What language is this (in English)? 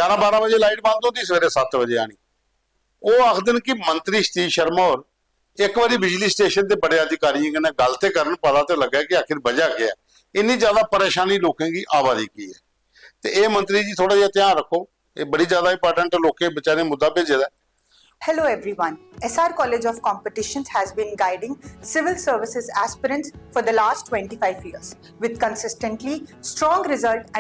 Dogri